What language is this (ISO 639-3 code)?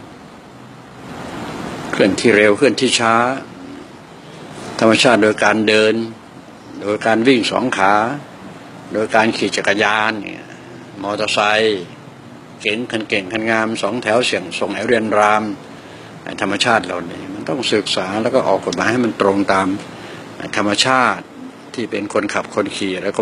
tha